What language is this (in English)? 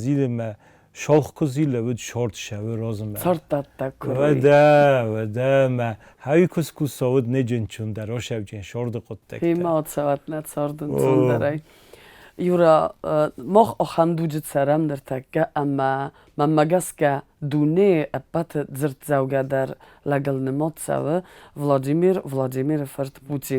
Ossetic